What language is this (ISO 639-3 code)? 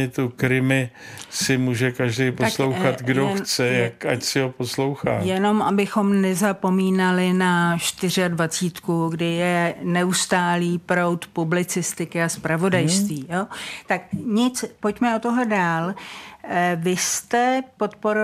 ces